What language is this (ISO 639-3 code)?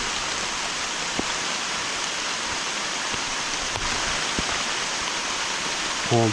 lao